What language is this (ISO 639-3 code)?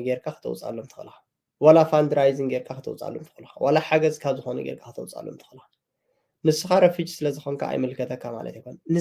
tir